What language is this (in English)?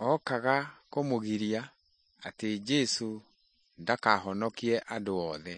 Kikuyu